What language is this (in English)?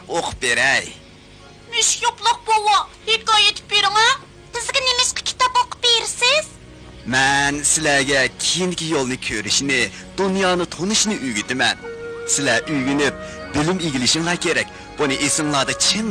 Uyghur